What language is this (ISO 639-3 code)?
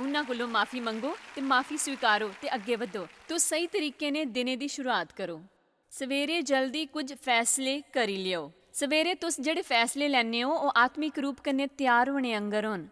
doi